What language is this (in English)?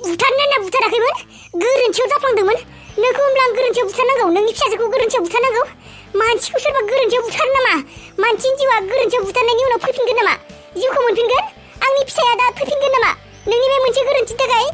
Bodo